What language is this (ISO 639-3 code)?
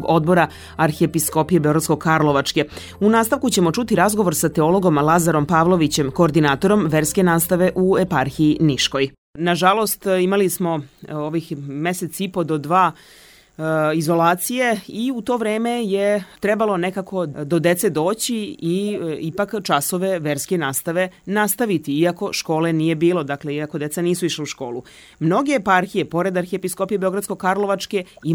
srp